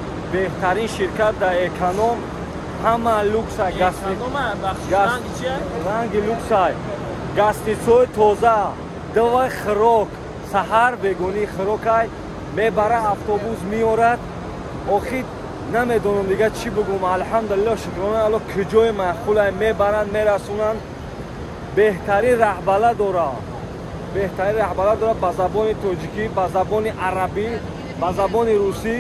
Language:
Tajik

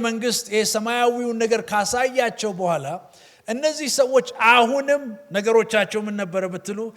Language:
Amharic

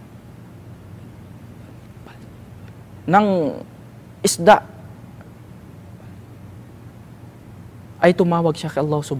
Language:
Filipino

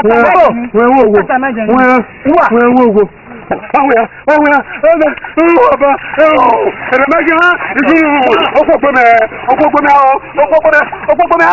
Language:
Esan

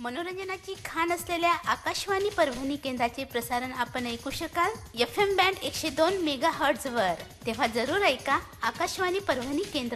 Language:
Marathi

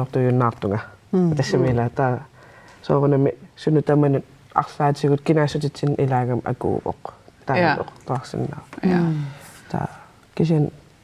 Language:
Kalaallisut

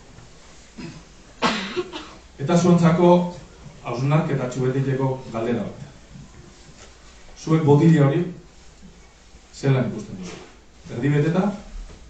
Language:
Basque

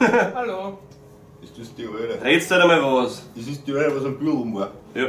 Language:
Bavarian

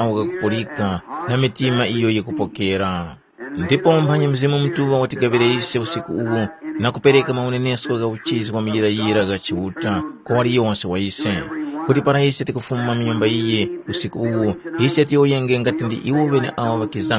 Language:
Tumbuka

